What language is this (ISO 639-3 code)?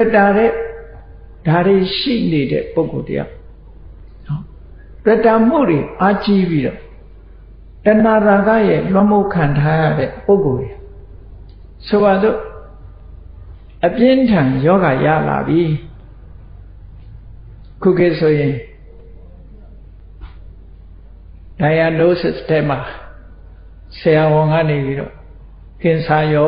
mya